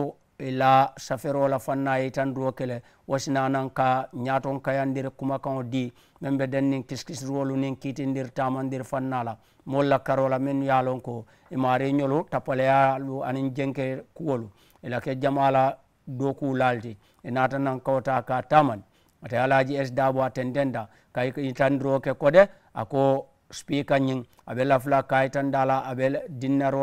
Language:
Mandingo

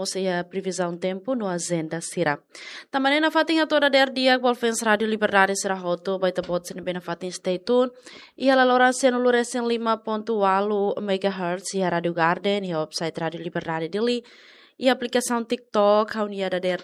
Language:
Tetum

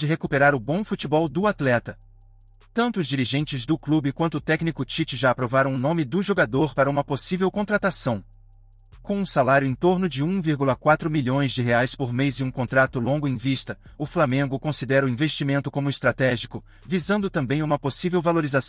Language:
Portuguese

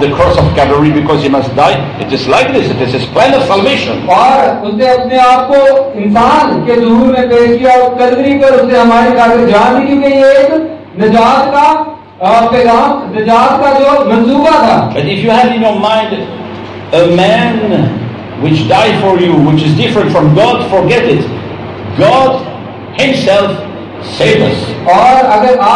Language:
Urdu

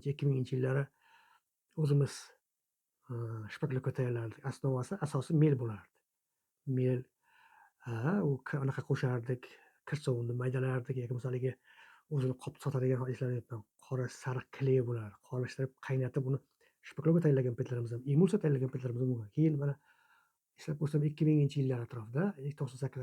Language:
Uzbek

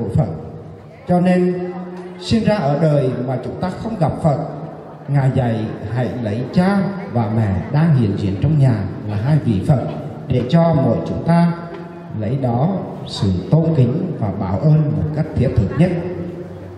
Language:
Vietnamese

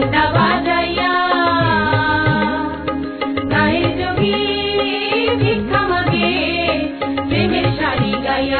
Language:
Bangla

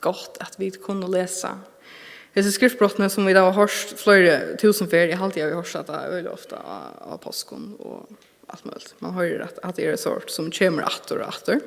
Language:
Faroese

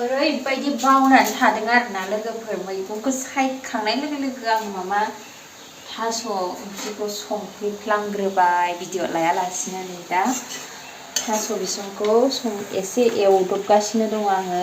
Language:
Bodo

